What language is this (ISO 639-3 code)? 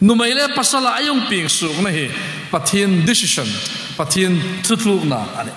hmr